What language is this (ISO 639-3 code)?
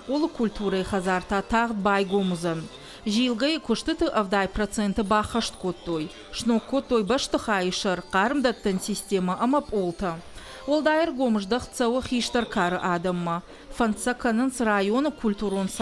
oss